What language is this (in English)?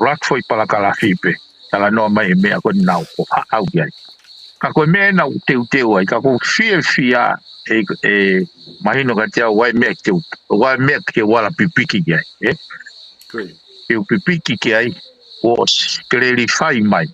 Tongan